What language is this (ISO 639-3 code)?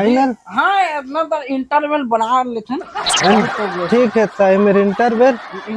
hne